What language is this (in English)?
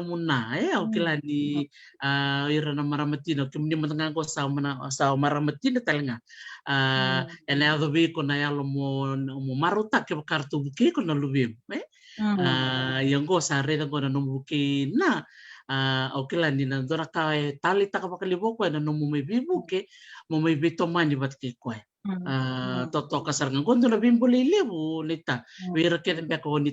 Fijian